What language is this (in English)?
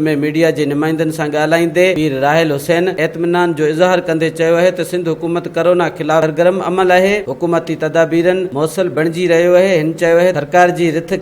Sindhi